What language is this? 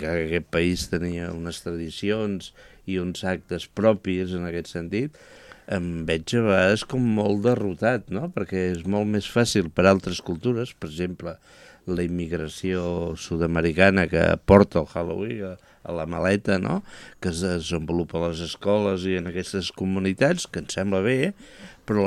Catalan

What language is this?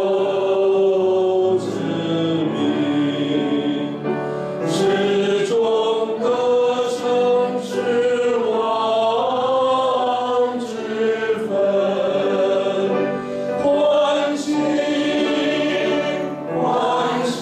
Chinese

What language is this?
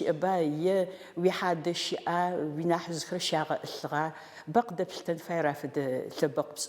Adyghe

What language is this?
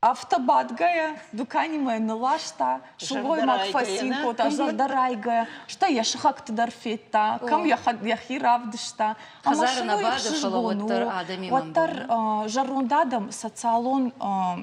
Ossetic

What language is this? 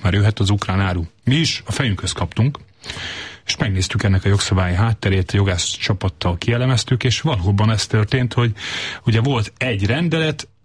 Hungarian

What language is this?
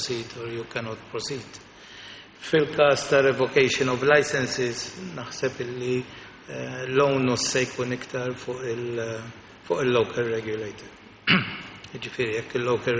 Maltese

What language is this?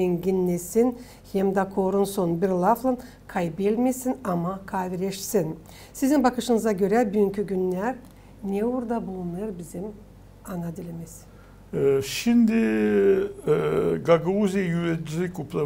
Gagauz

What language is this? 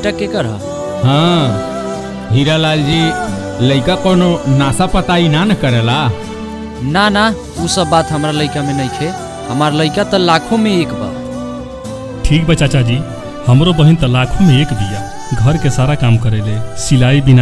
Bhojpuri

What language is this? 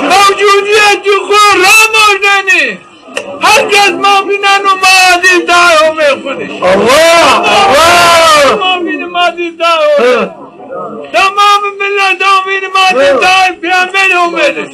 Zaza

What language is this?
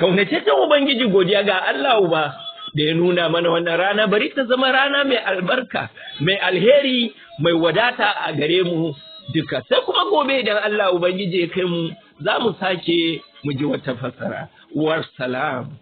Hausa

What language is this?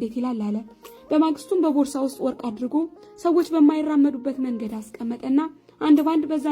Amharic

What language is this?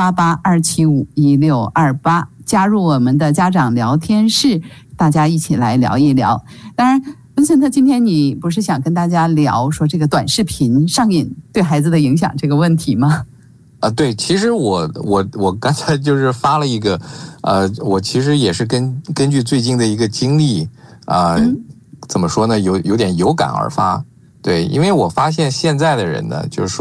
Chinese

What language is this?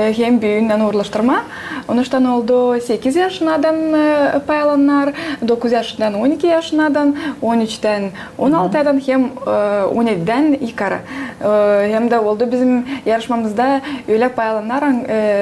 Gagauz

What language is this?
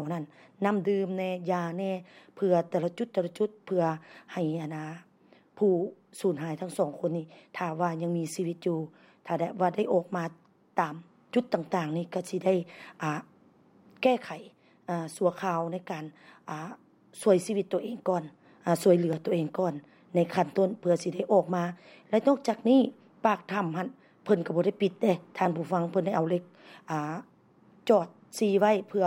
Lao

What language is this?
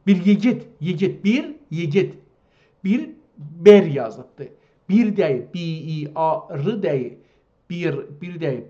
South Azerbaijani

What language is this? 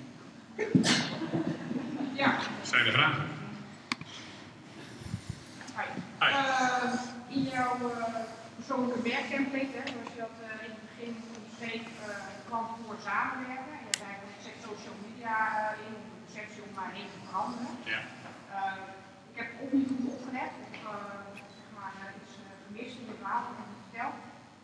Dutch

